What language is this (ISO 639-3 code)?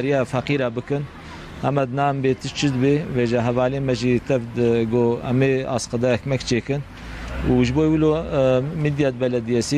kur